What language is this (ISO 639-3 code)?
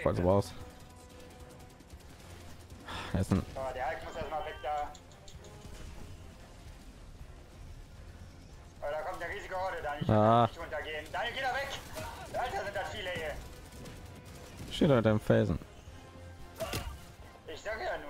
deu